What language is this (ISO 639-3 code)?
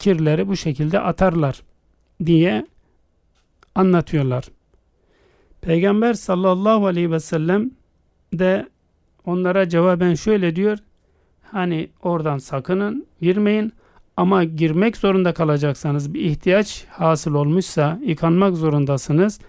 tur